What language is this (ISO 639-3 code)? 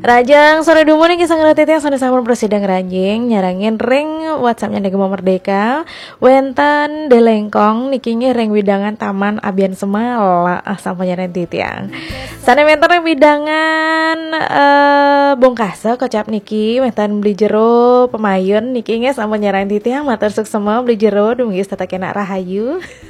ban